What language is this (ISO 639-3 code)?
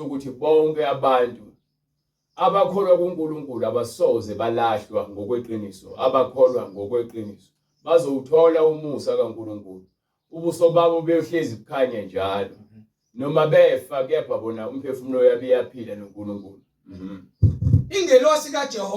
zul